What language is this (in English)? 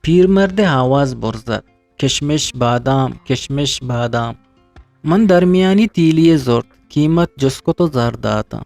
Eastern Balochi